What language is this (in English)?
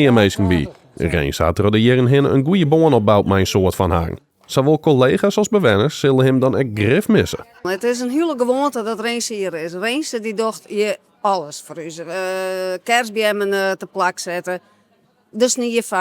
Western Frisian